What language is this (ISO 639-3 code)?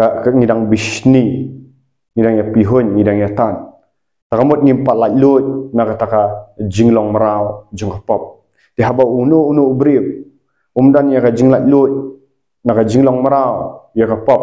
kha